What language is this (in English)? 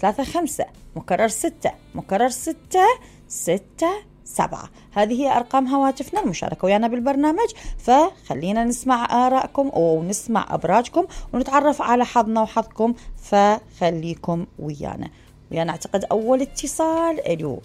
Mesopotamian Arabic